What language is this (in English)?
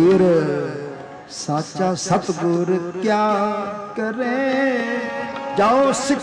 Punjabi